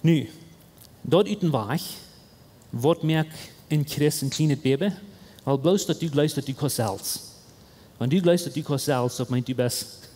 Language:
Plautdietsch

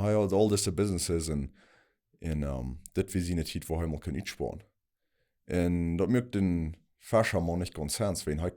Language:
Plautdietsch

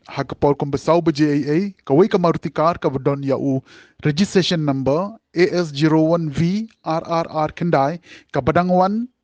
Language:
Khasi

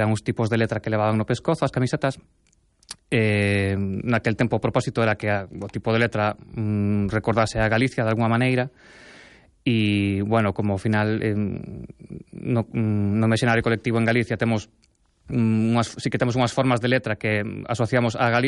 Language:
Galician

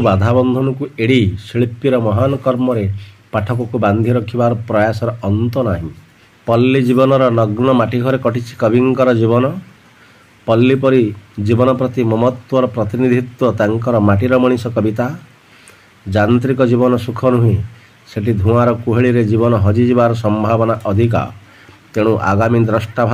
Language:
Odia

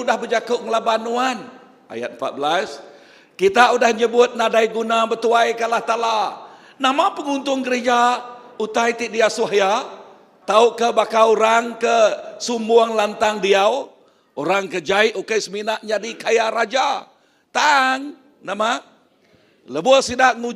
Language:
Iban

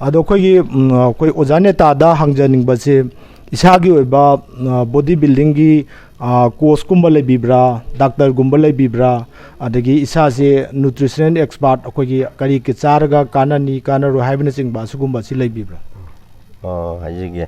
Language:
Manipuri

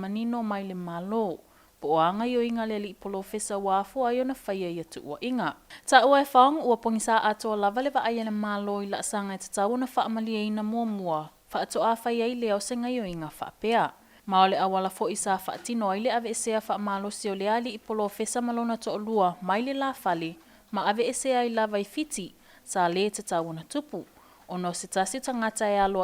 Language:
Samoan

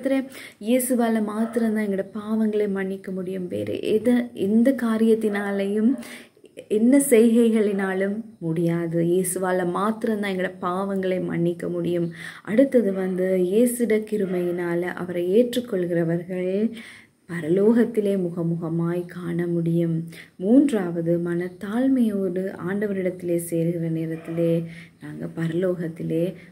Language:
Tamil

